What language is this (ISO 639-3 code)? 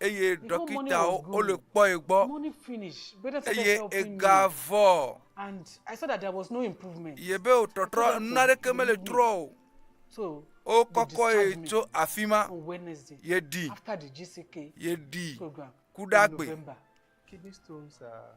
ewe